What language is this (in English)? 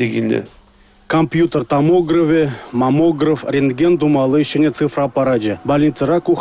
Chuvash